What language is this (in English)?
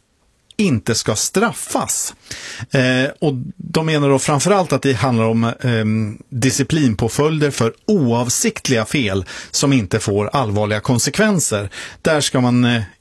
Swedish